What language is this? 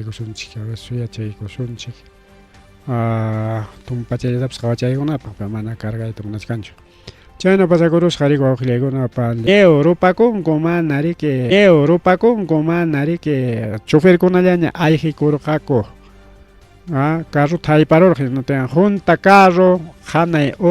Ayacucho Quechua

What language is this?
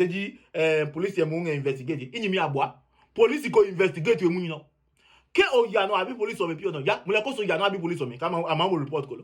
Adangme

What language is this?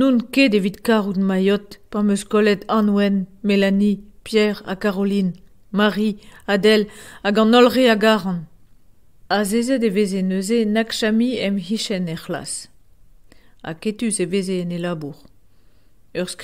Breton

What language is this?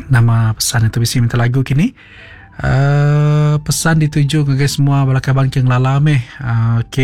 Iban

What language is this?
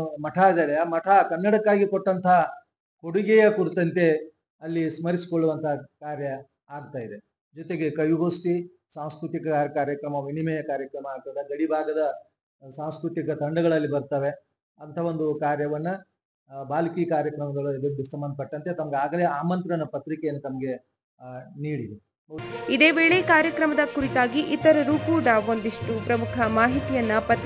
Kannada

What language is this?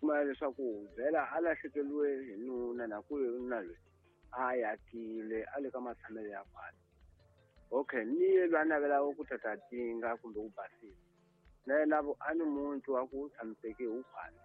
Tsonga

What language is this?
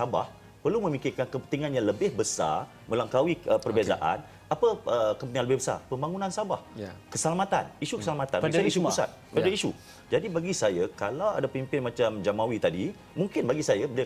Malay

